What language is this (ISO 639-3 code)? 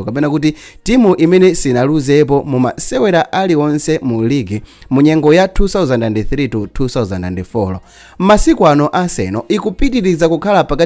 nya